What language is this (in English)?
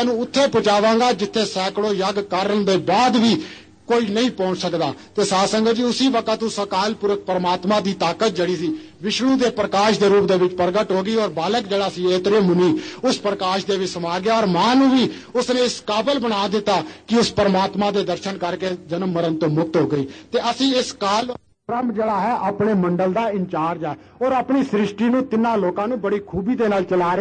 Punjabi